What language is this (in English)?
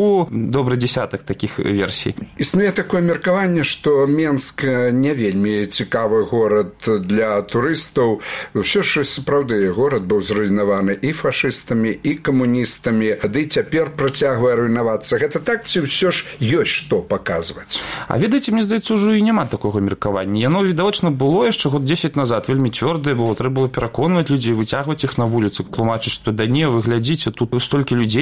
Belarusian